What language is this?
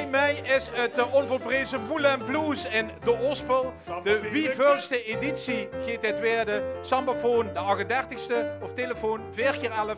Limburgish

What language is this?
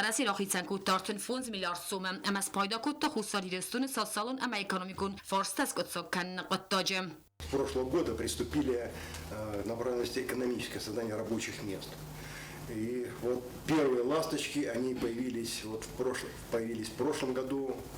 Ossetic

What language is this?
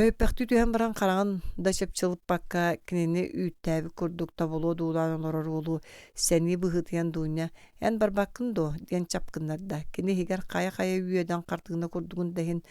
Yakut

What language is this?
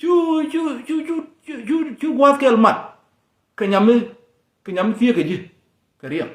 Nuer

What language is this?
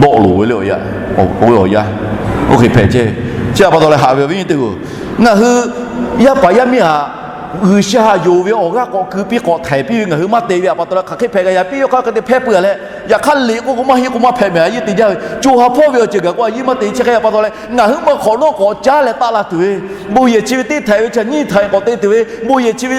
Lahu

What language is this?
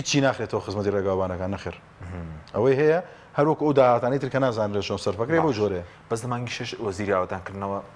Central Kurdish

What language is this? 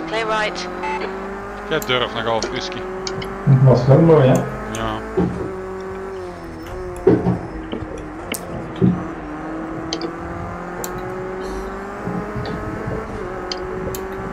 Dutch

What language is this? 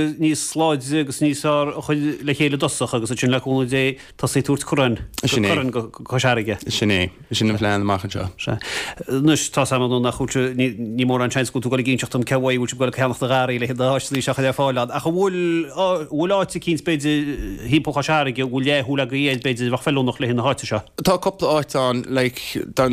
Irish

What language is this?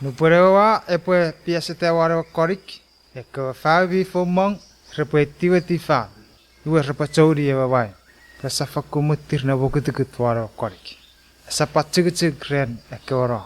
Chuukese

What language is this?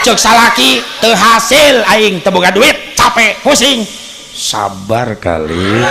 Sundanese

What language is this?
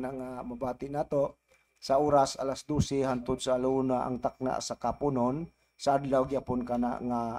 Cebuano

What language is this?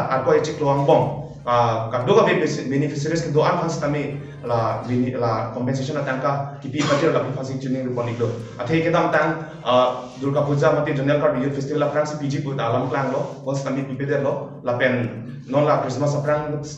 Karbi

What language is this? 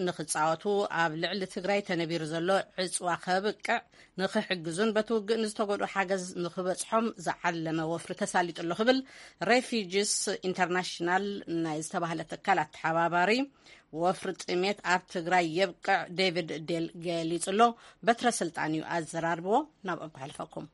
Tigrinya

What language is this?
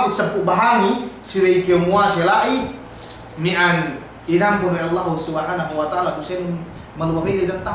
Yakan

